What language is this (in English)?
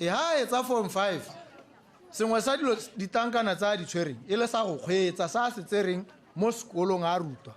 Tswana